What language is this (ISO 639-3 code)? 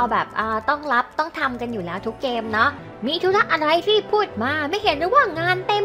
tha